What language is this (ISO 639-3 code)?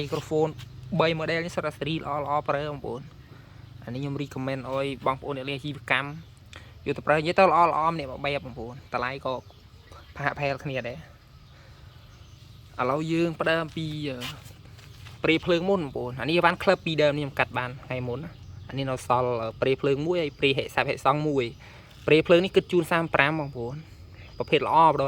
khm